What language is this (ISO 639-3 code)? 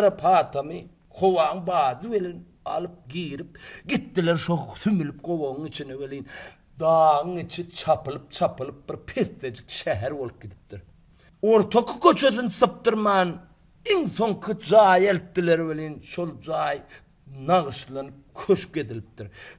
tuk